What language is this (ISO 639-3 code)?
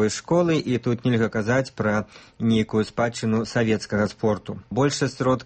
bel